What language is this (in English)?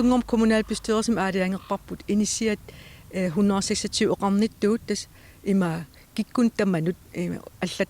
Kalaallisut